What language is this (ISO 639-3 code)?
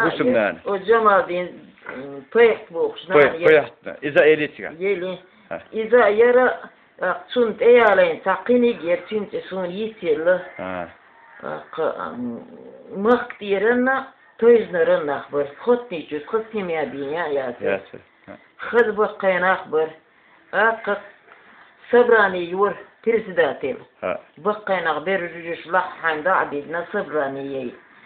che